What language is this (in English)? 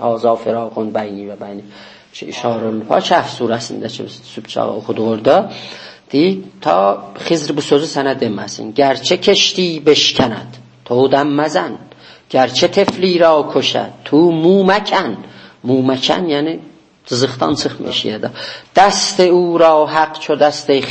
South Azerbaijani